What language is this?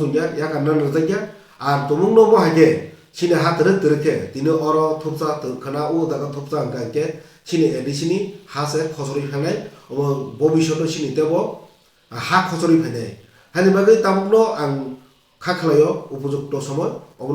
Kok Borok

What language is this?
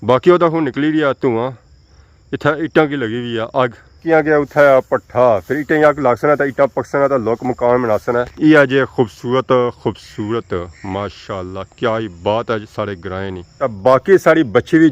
Pahari-Potwari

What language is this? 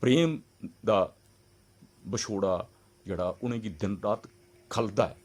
Dogri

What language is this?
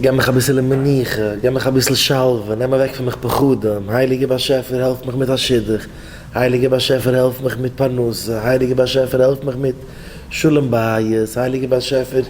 Yiddish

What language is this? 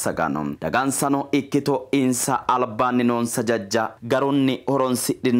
Sidamo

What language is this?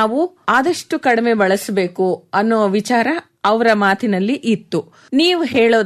Kannada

